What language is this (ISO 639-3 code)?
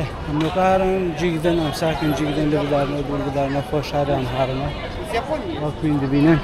kur